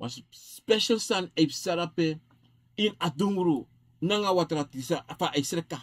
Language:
Sranan Tongo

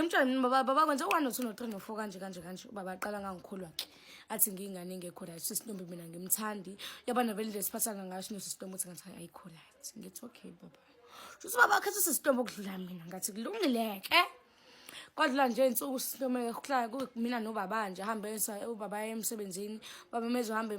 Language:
Zulu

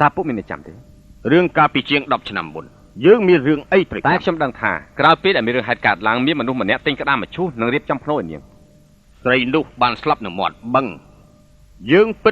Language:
Khmer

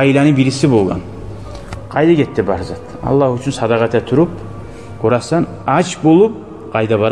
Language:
Kumyk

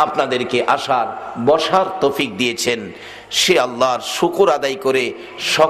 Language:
Bangla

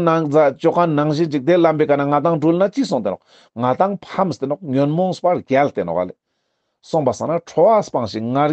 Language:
Ladakhi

